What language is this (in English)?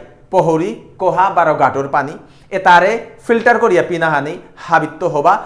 Bishnupriya